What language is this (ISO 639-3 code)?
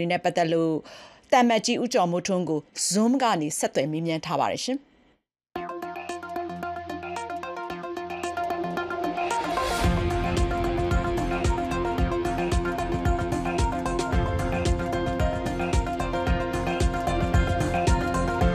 mya